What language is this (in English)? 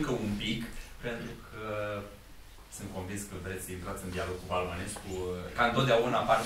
Romanian